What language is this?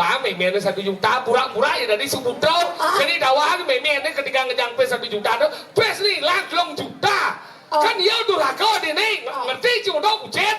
Balinese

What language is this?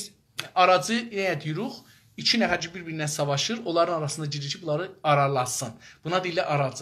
South Azerbaijani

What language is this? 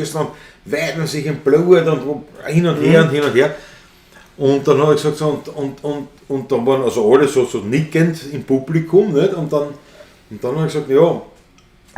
Bavarian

